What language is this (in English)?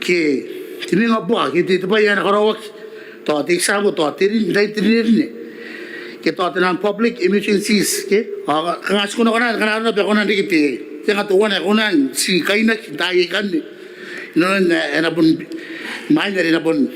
Gilbertese